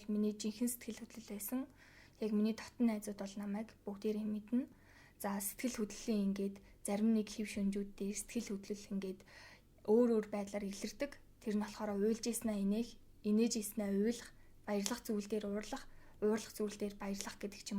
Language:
Mongolian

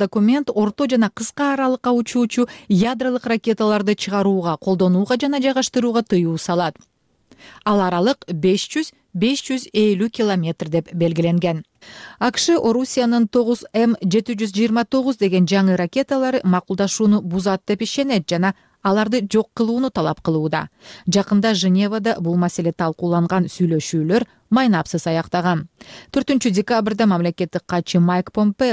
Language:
Kyrgyz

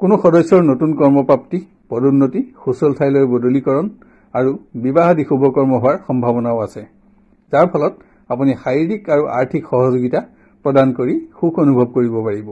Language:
Assamese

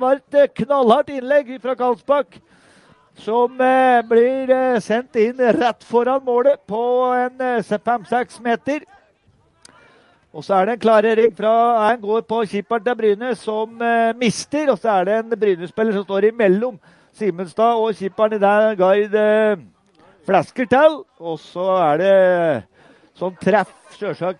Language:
Norwegian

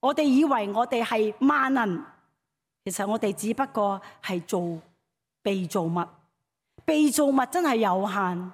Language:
Cantonese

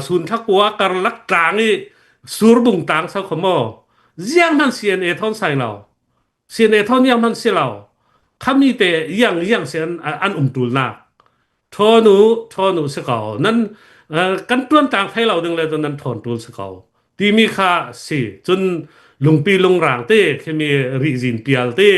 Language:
Hakha Chin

